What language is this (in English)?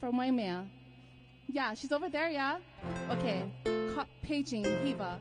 Hawaiian